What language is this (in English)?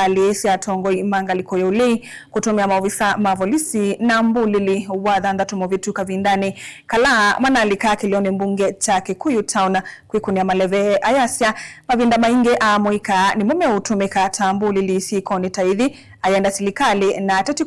Kamba